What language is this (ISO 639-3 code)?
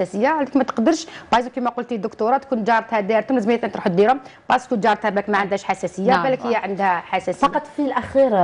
arq